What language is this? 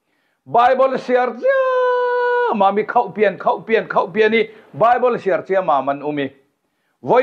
Falam Chin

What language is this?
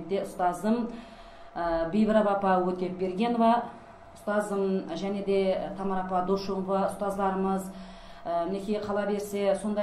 Kara-Kalpak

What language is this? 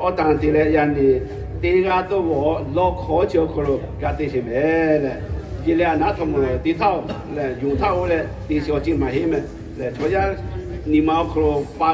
Lahu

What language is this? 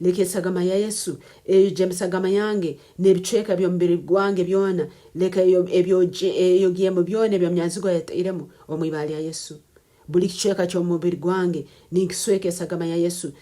Nyankole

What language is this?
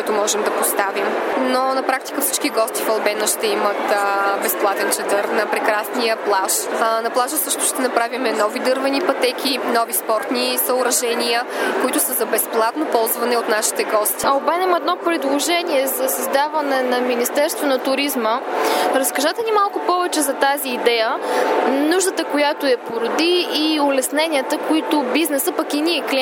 Bulgarian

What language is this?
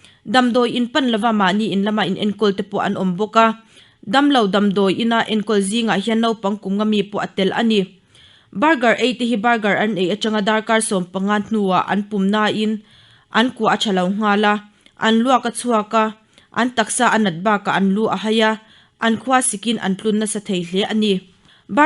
Mizo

